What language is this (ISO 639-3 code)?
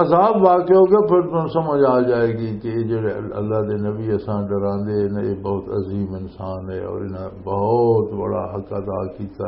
lah